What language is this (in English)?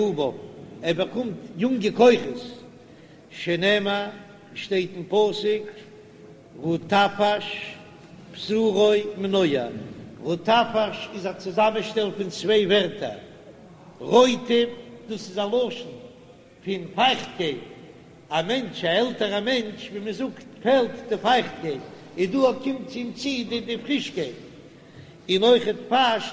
Yiddish